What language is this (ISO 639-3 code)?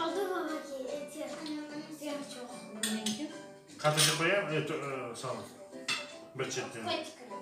crh